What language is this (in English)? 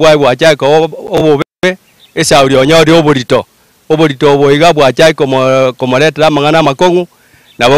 Gusii